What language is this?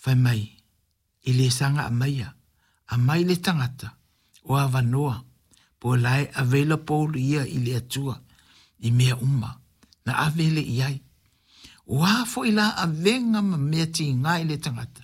Samoan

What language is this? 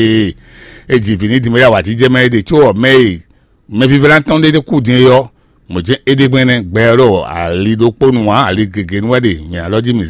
Fon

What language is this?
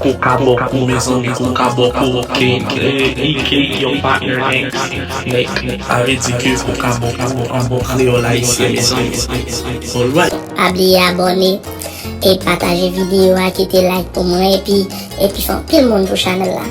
Haitian Creole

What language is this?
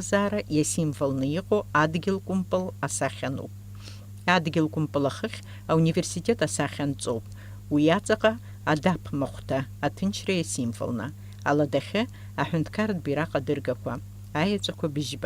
Abkhazian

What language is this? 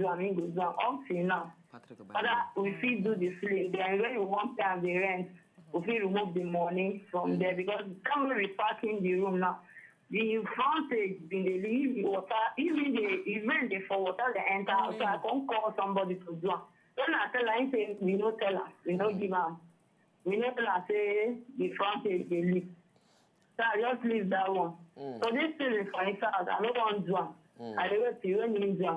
Nigerian Pidgin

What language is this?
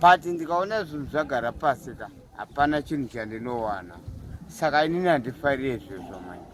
Shona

